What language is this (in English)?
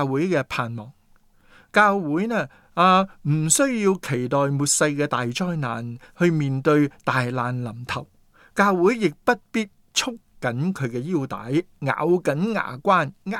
Cantonese